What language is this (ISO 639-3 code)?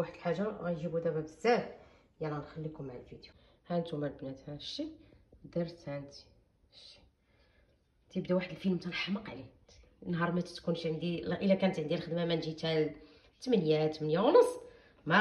ary